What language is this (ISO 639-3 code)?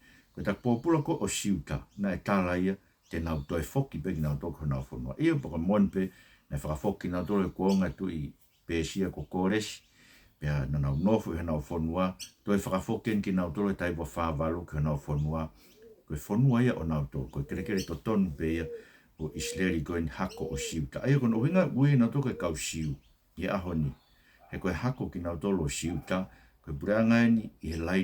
ton